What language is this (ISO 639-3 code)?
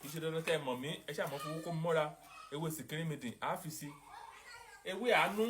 yor